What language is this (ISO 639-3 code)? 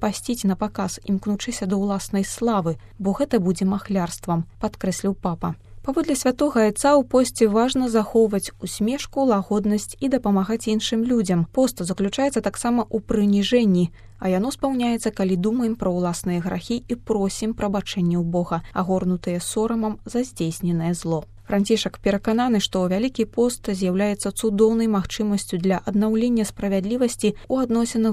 bel